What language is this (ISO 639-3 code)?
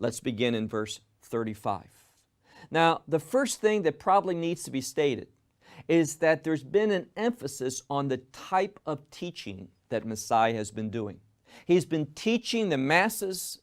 eng